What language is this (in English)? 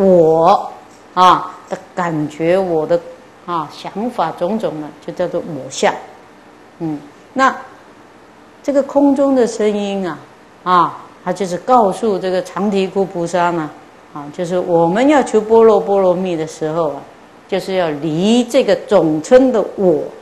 Chinese